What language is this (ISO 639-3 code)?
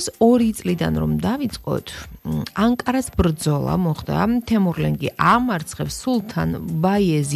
kat